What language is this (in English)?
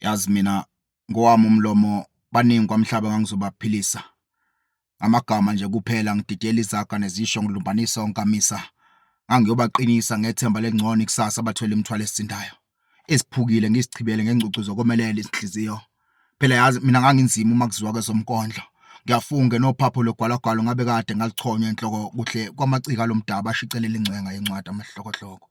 Zulu